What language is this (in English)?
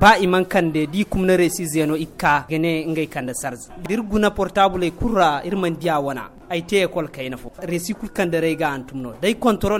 Zarma